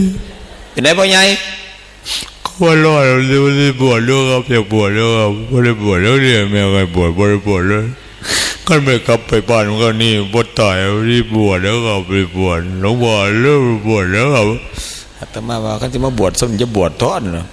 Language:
Northeastern Thai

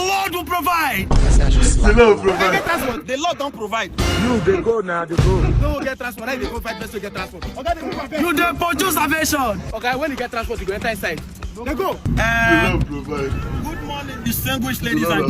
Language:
Nigerian Pidgin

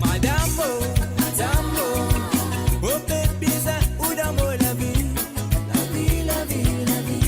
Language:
Morisyen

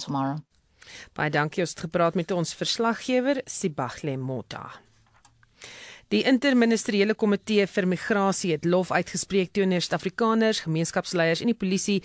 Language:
Afrikaans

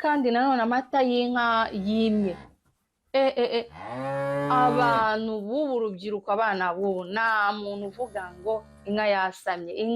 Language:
Kinyarwanda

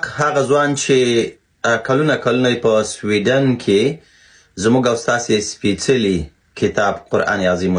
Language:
Pashto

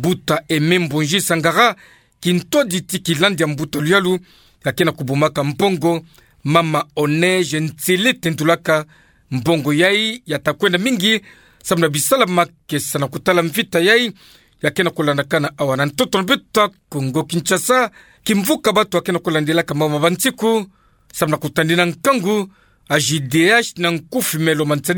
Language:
Kituba (Democratic Republic of Congo)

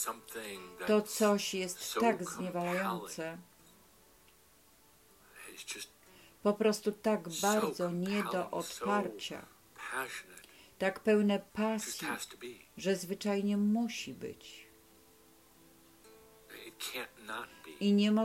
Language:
Polish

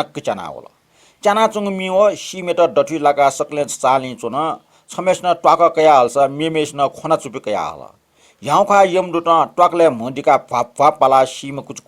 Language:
Newari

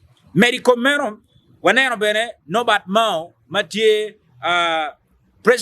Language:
Acoli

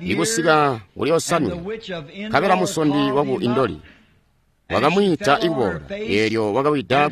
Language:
Tonga (Zambia)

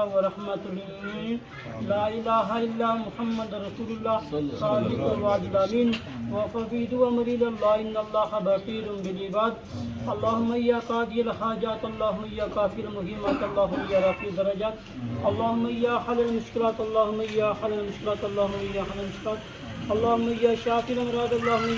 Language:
Pahari-Potwari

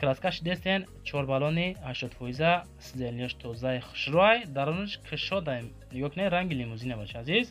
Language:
Tajik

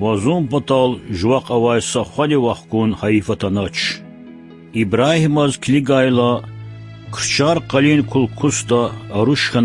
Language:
Lezghian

